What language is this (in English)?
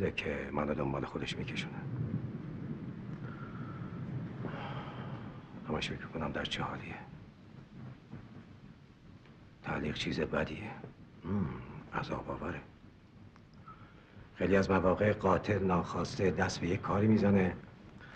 Persian